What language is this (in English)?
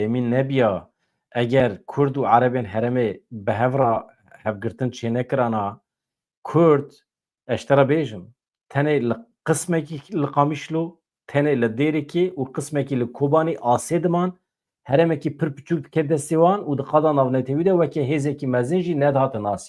Kurdish